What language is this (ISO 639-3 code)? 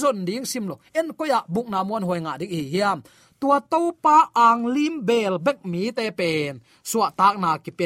ctd